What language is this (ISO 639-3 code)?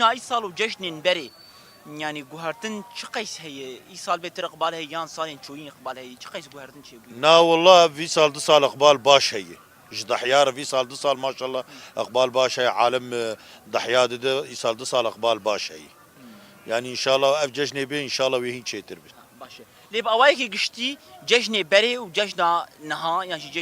kur